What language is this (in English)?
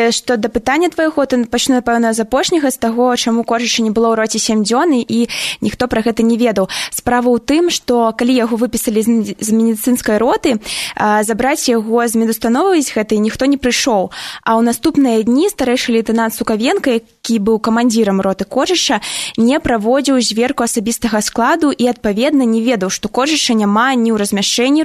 Belarusian